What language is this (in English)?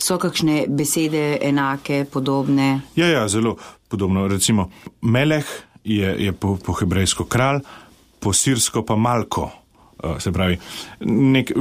Slovenian